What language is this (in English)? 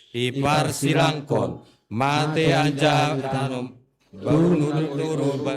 Batak Simalungun